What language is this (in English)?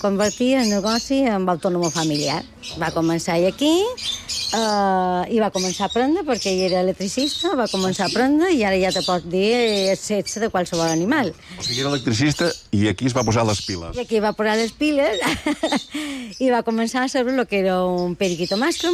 Catalan